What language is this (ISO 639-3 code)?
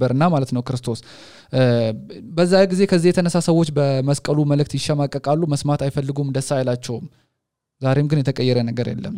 amh